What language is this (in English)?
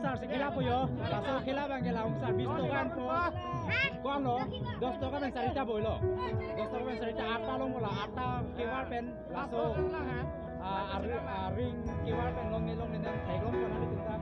Karbi